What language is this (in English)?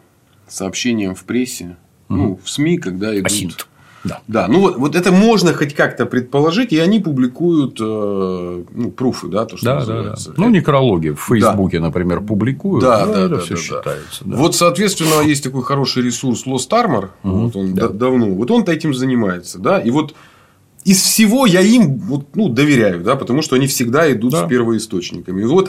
Russian